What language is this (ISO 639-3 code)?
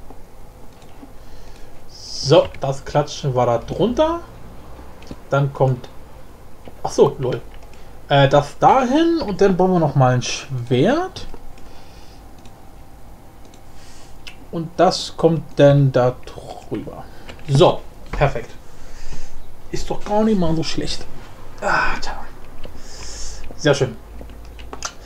deu